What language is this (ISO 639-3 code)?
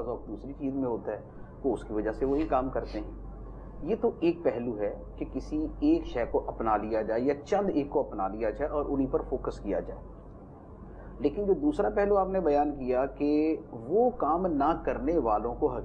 urd